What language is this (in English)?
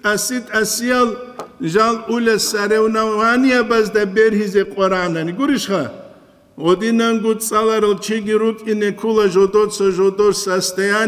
Avaric